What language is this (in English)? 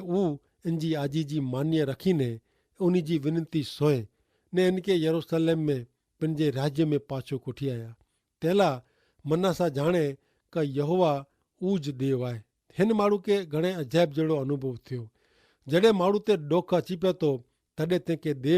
Kachhi